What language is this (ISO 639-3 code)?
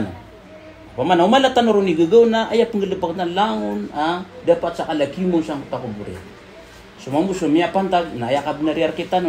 mrw